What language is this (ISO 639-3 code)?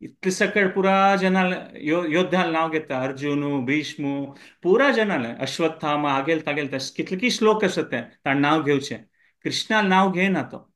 kok